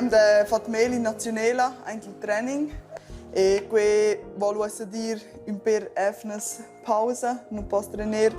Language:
Romansh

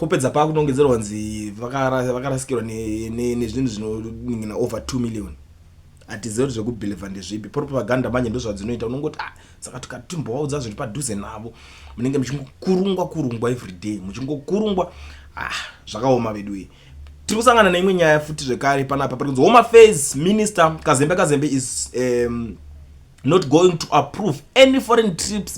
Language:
Shona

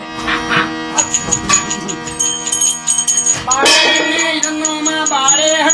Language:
Kannada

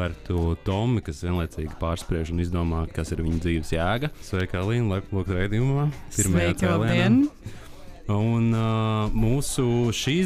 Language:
Latvian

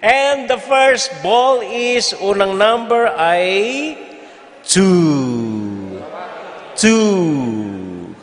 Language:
Pampanga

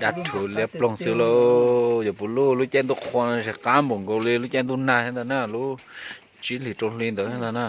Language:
Hmong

